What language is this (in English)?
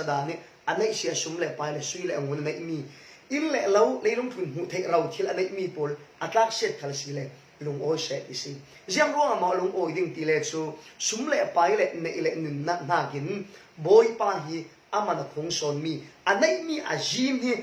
Falam Chin